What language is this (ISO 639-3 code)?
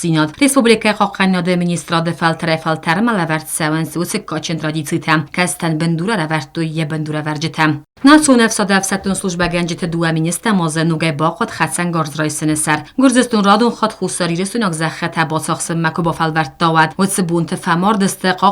oss